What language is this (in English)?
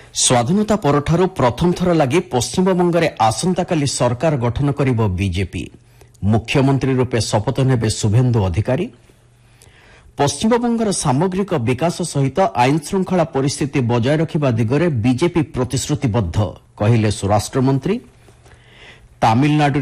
Odia